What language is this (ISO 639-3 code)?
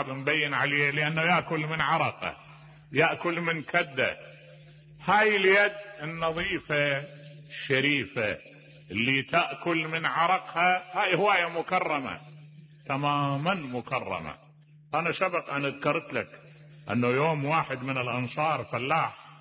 acm